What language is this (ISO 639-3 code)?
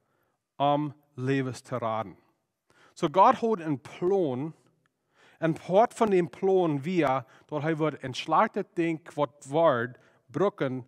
pdt